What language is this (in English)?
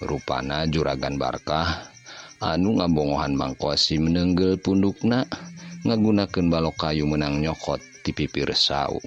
Sundanese